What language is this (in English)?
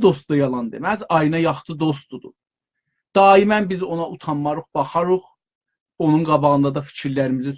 South Azerbaijani